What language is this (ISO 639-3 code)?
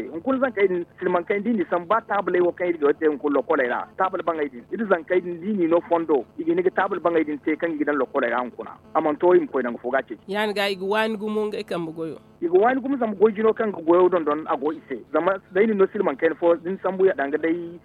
dje